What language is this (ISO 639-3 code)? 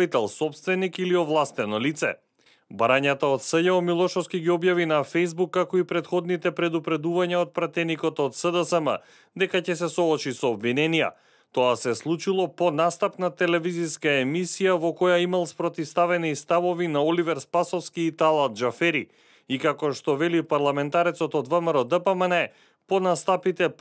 mkd